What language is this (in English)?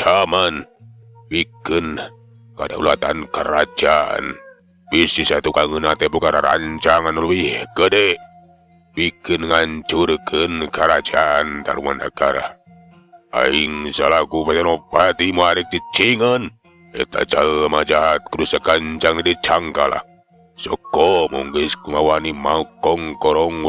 Sundanese